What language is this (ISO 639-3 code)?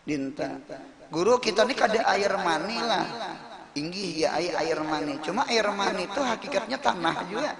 bjn